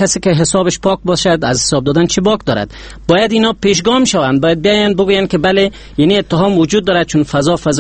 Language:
Persian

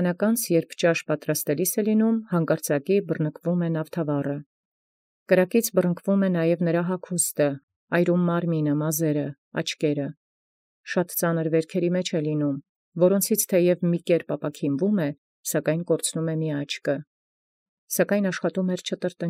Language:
Armenian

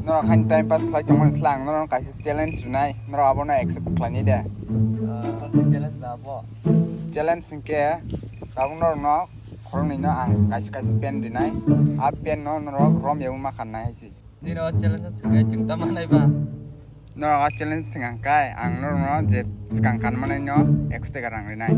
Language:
Kok Borok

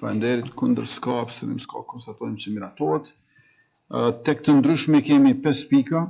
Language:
Albanian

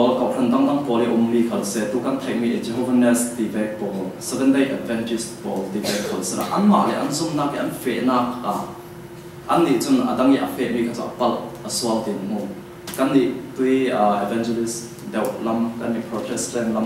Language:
Falam Chin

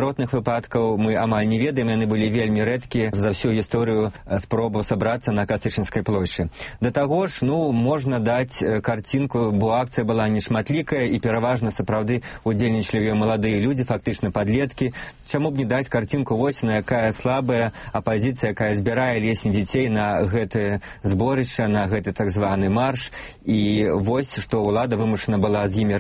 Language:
Belarusian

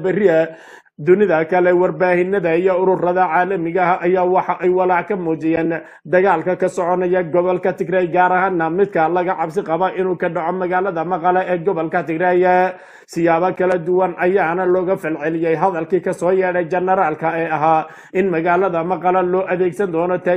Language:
Somali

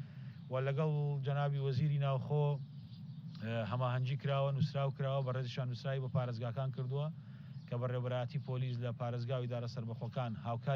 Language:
Central Kurdish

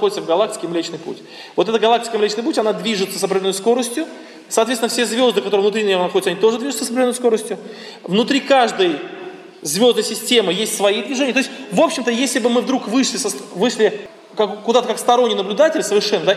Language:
Russian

